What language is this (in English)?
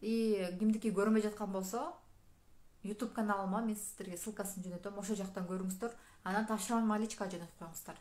Kyrgyz